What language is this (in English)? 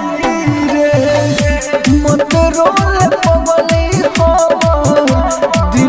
Bhojpuri